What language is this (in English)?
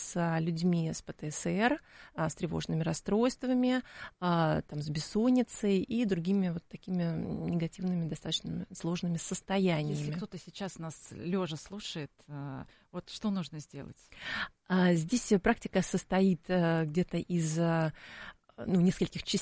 Russian